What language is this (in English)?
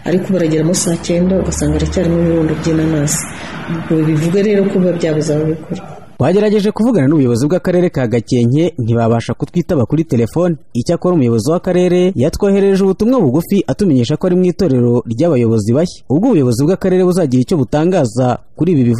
Kinyarwanda